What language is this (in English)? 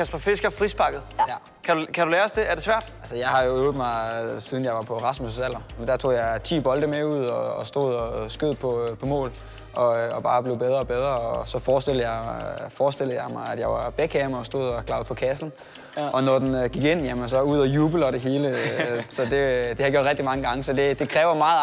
Danish